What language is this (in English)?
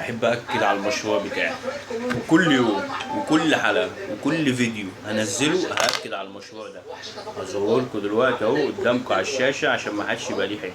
Egyptian Arabic